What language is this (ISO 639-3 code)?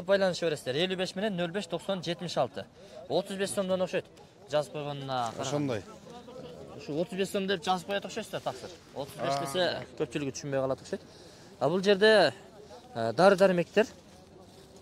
kir